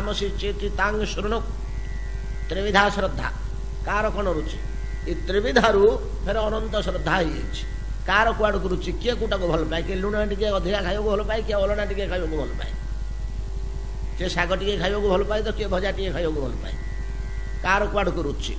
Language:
Odia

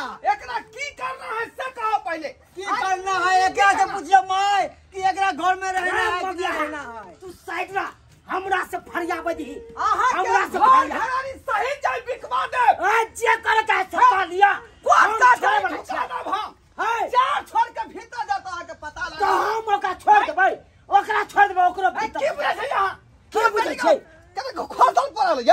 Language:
Maithili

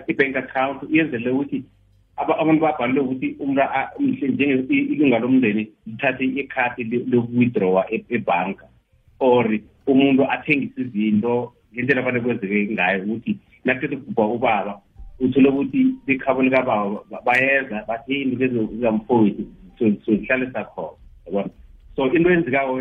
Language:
South Ndebele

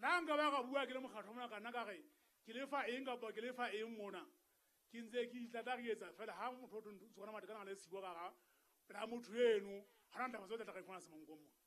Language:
Southern Sotho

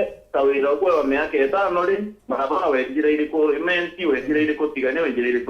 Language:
Meru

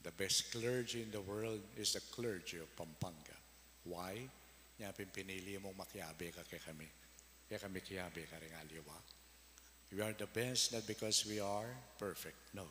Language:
Pampanga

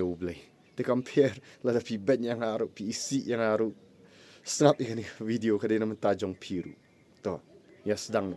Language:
Khasi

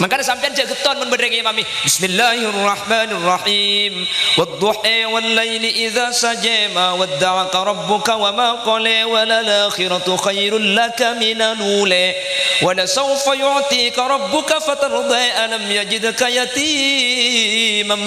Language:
Madurese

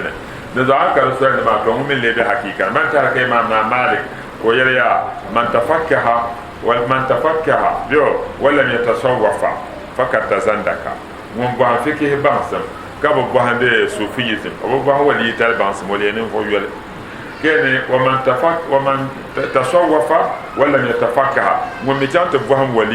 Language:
Dagbani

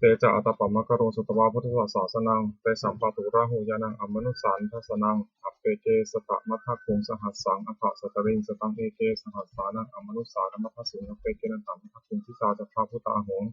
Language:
Pali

